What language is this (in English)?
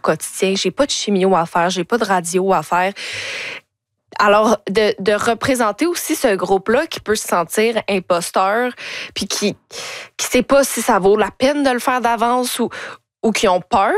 French